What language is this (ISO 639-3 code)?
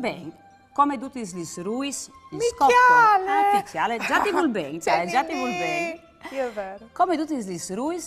fur